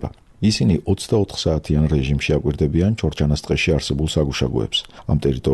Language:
Georgian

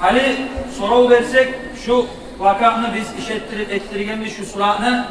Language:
Kumyk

